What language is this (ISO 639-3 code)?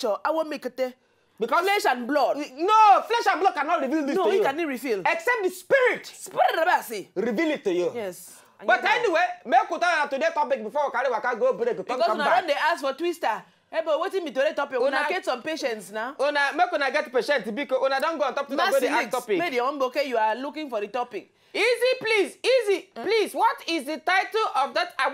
pcm